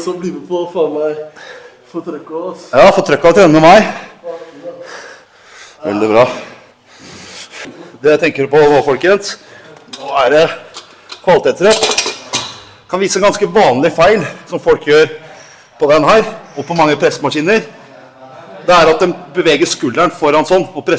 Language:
Norwegian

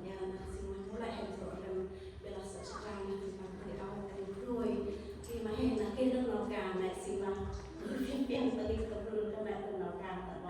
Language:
Central Mnong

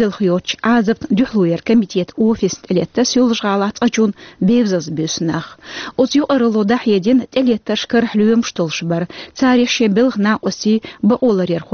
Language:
Chechen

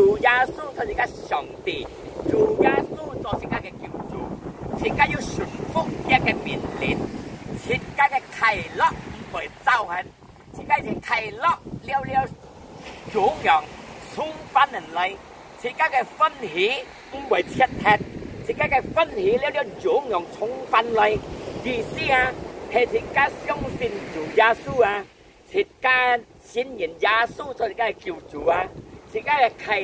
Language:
Hakka Chinese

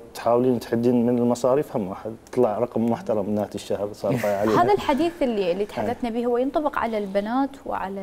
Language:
Mesopotamian Arabic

